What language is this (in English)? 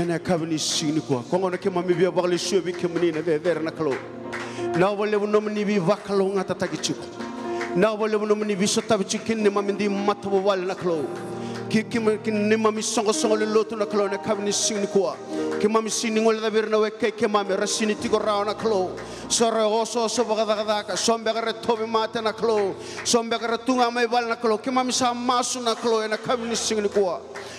Fijian